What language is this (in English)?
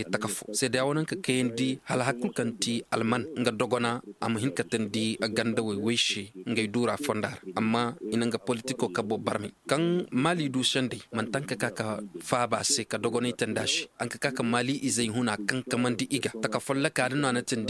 Koyraboro Senni